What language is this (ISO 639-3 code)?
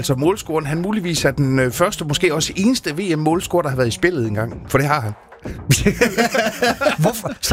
dan